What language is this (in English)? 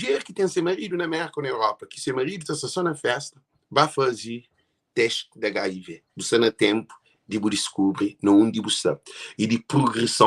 Kabuverdianu